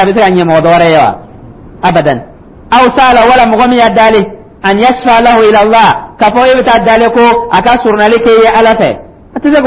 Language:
Dyula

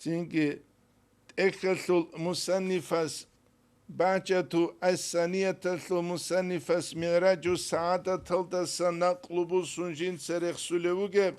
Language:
Avaric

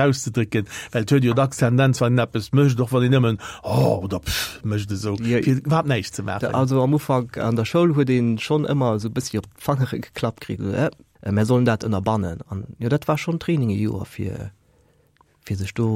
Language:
Luxembourgish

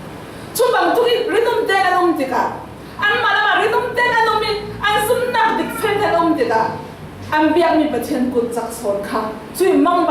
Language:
Falam Chin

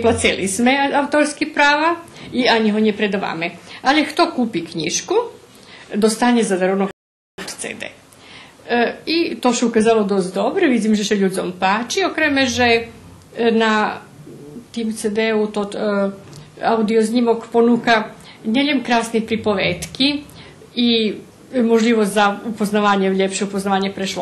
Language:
Rusyn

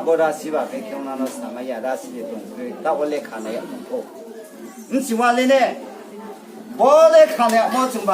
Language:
Riang (India)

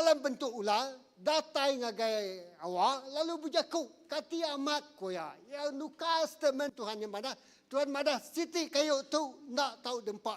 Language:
Iban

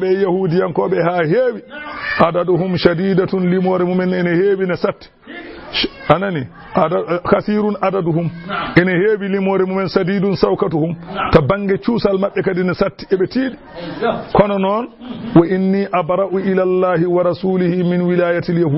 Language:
Fula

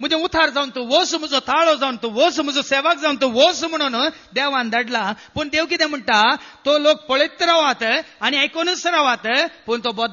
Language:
Konkani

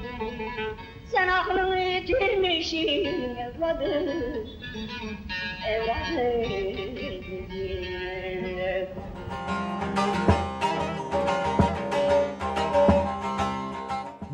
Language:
Turkish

